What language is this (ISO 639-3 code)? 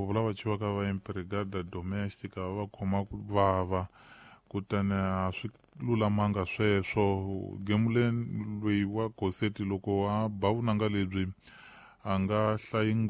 tso